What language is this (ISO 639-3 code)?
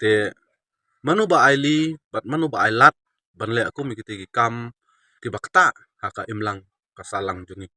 kha